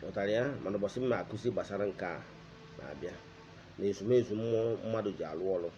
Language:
Igbo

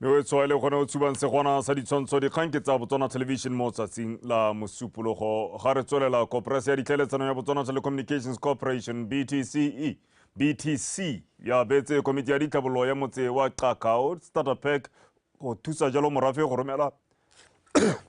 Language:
Tswana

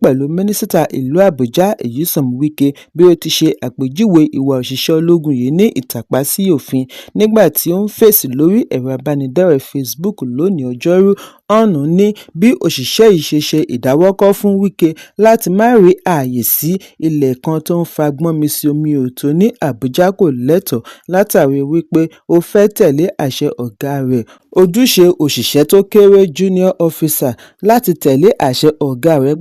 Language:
Yoruba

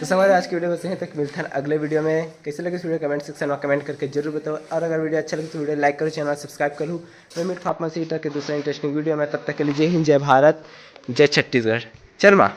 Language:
Chhattisgarhi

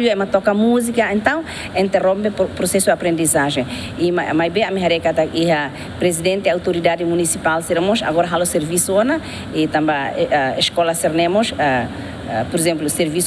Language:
Tetum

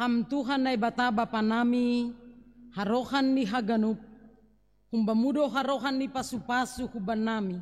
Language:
Batak Simalungun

